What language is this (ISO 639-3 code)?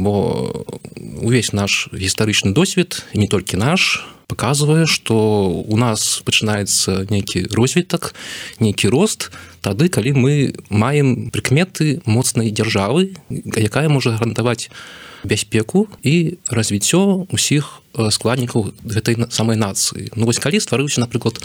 bel